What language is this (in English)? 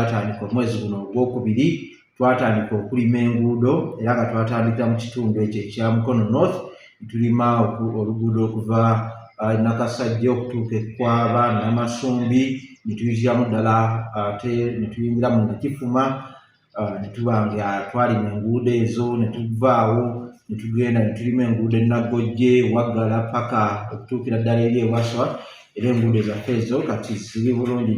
Ganda